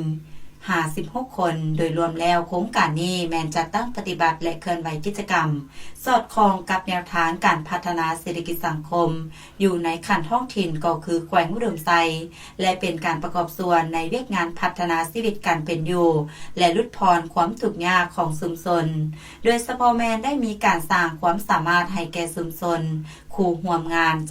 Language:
Lao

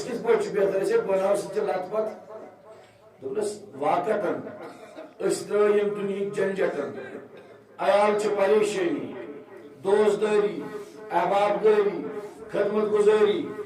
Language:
Kashmiri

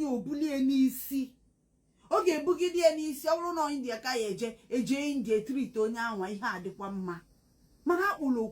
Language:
Igbo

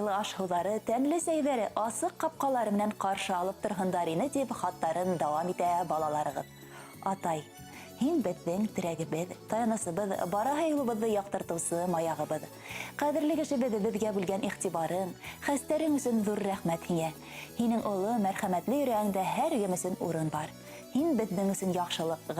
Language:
Bashkir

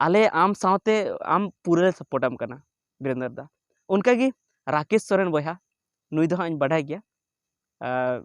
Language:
Santali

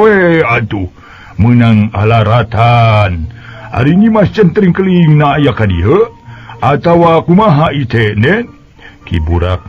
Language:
Sundanese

